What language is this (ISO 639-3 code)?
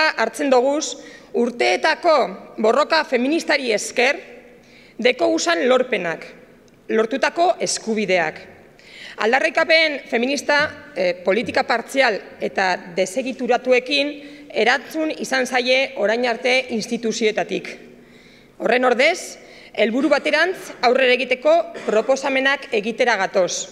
eus